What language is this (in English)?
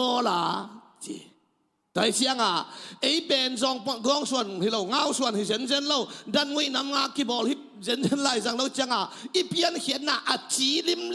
Tedim Chin